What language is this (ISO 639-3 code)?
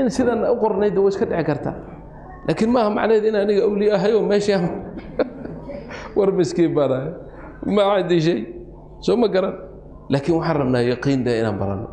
som